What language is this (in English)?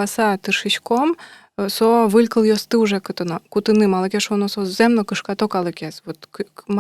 Udmurt